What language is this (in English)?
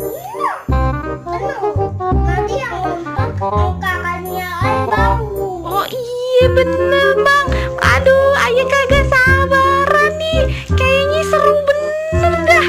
Betawi